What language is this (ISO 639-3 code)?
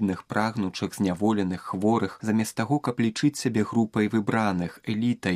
bel